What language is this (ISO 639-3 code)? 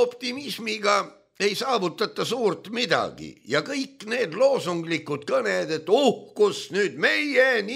est